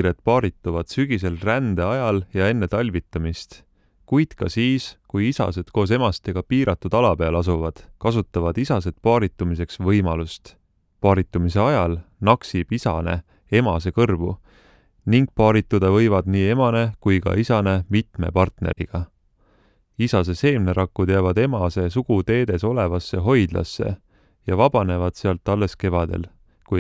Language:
Estonian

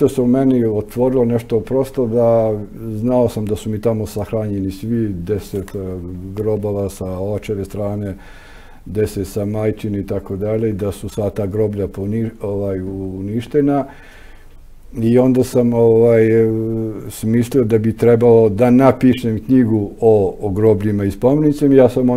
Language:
Serbian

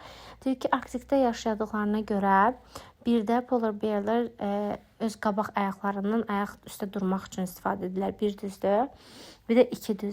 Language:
Azerbaijani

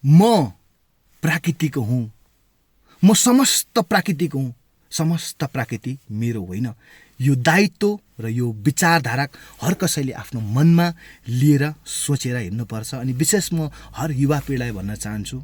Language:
Nepali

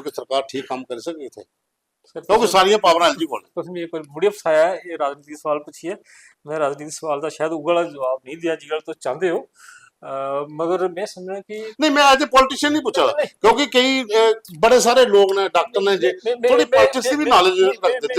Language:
Dogri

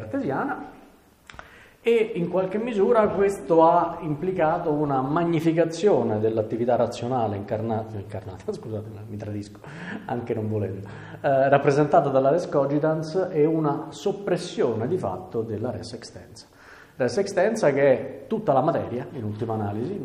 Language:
Italian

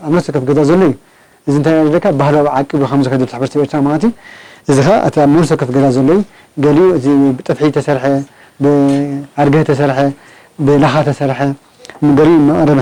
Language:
Tigrinya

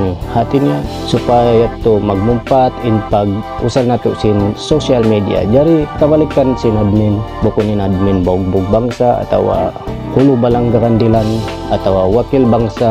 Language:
Tausug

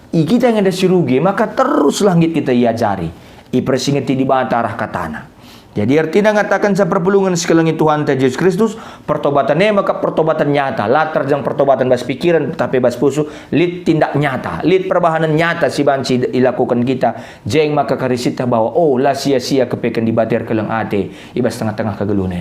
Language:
Batak Karo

